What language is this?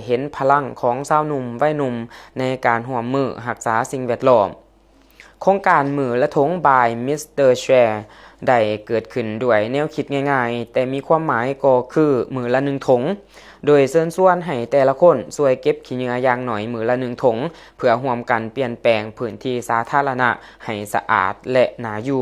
Lao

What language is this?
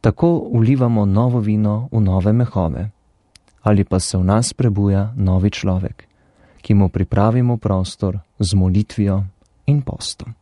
Slovenian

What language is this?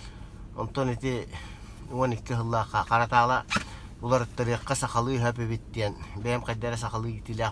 Yakut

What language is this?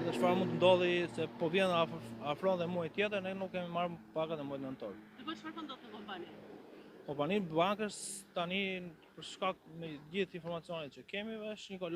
Albanian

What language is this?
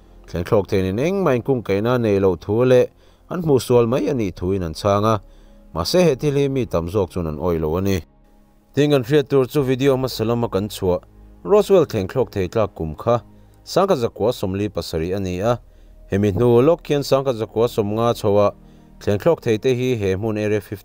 Mizo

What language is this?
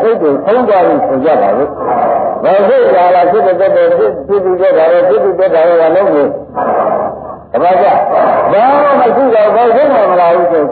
Burmese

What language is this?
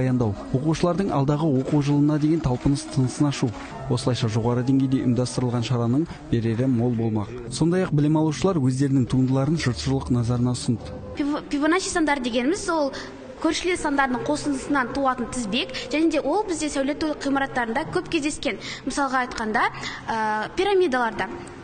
Kazakh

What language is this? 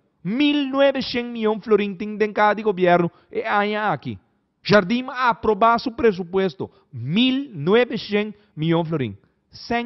Papiamento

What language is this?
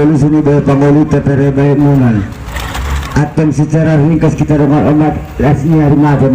Batak Angkola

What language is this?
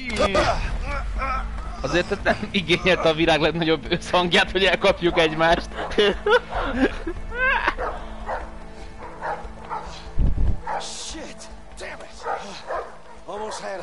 Hungarian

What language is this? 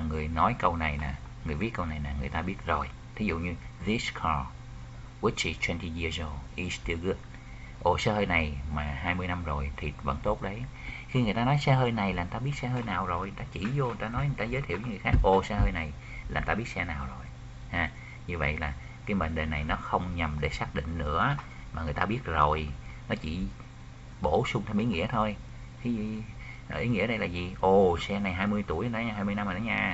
Vietnamese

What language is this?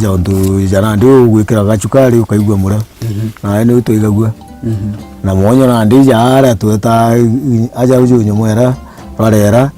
Meru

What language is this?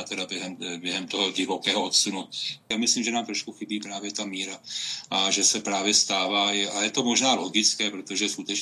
Czech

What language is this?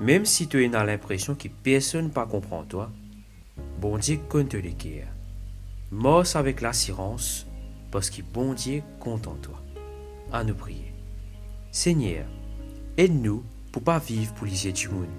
Morisyen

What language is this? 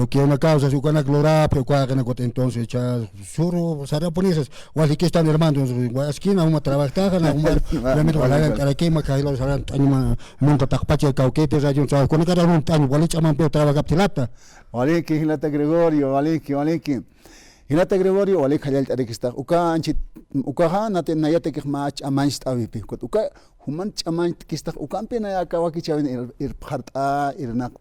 Aymara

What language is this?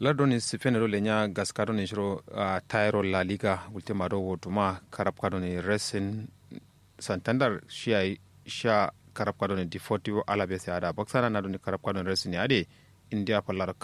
Kanuri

